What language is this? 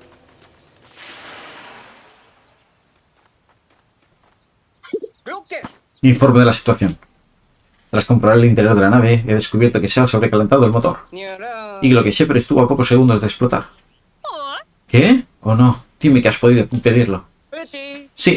Spanish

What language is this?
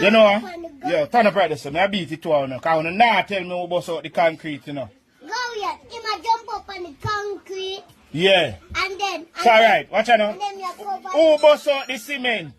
Jamaican Creole English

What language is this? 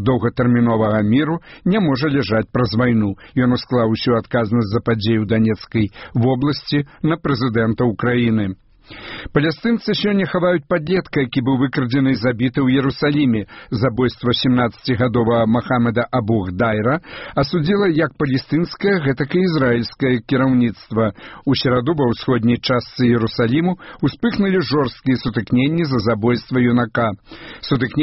Belarusian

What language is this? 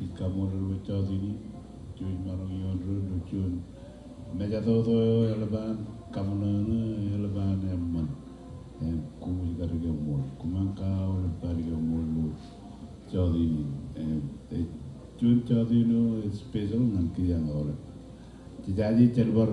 Marshallese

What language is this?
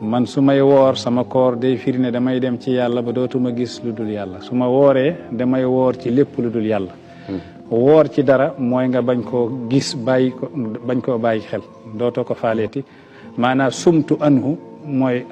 Wolof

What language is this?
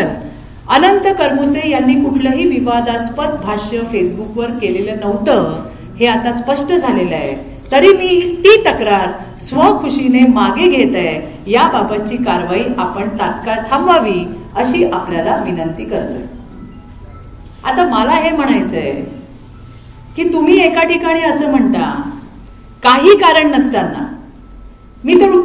Marathi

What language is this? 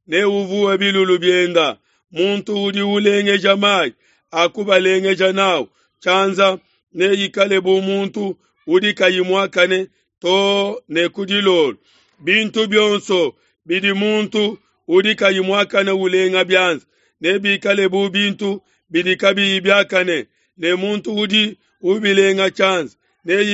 Luba-Lulua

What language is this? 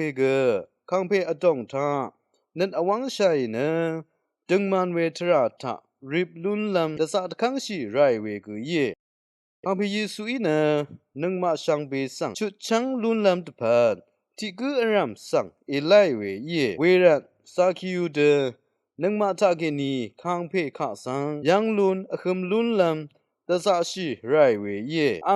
Rawang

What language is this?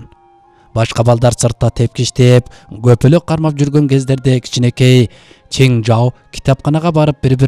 Kyrgyz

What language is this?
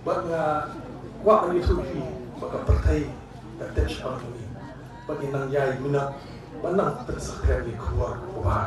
Khasi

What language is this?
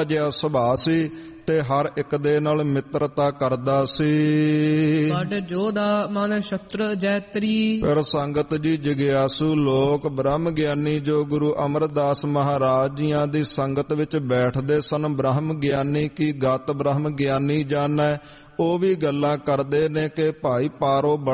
Punjabi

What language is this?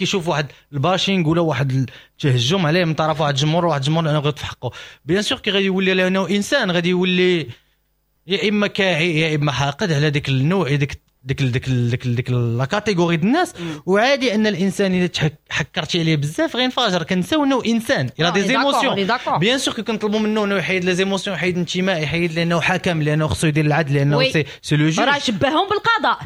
Moroccan Arabic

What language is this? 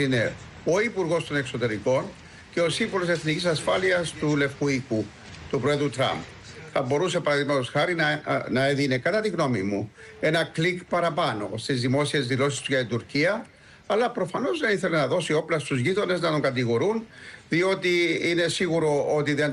Greek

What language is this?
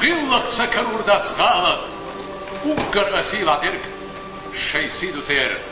Chechen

